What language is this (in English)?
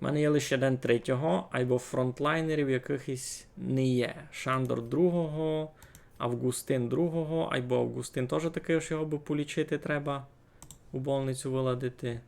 Rusyn